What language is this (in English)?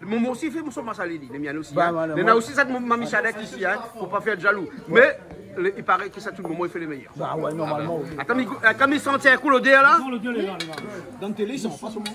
Réunion Creole French